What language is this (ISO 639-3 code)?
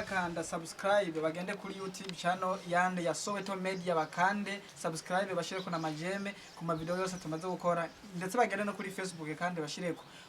run